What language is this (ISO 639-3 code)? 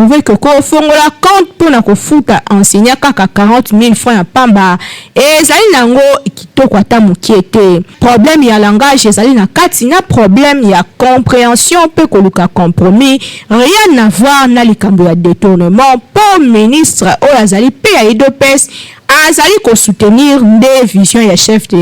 lin